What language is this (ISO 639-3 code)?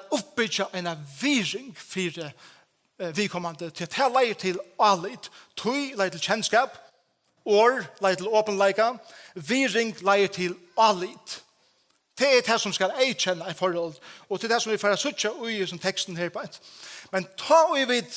fao